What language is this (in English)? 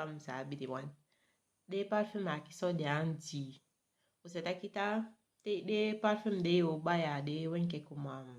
Saramaccan